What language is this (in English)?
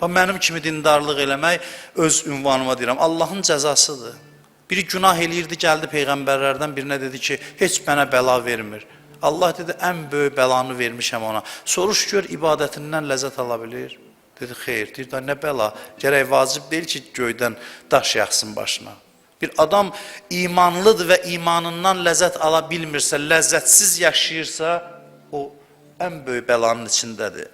Azerbaijani